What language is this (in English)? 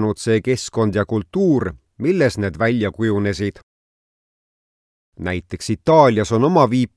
Estonian